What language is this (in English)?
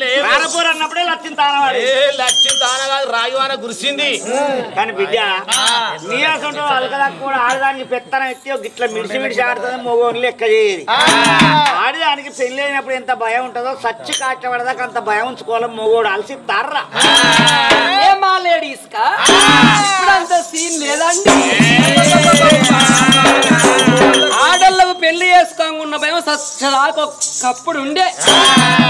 Telugu